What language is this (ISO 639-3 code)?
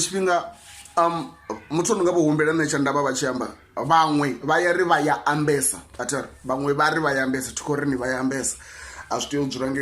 ven